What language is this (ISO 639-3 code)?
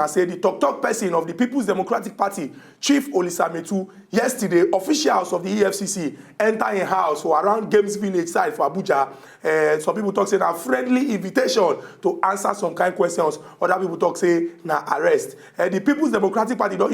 pcm